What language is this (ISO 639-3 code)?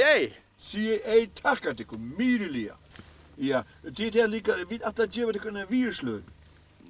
fao